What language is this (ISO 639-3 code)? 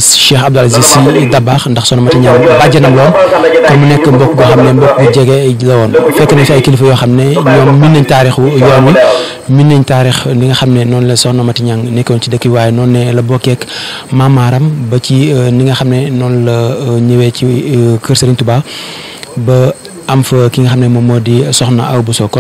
wol